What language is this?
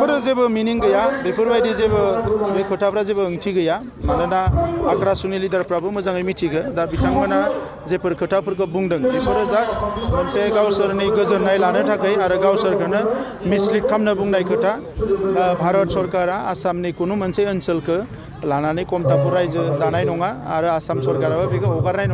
Bodo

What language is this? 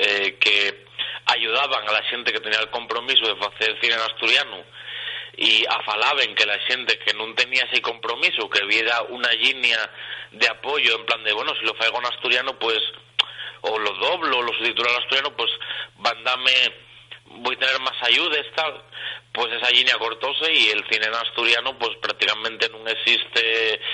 Asturian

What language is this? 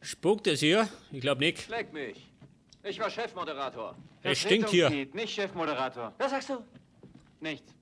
Bavarian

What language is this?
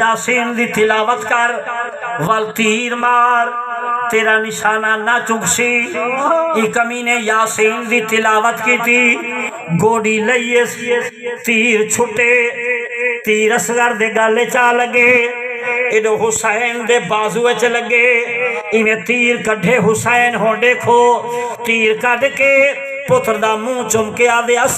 Saraiki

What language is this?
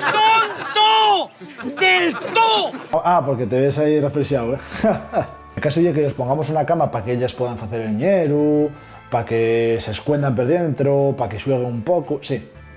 Asturian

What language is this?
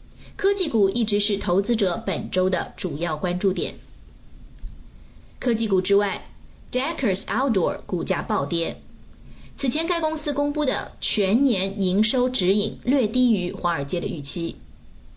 Chinese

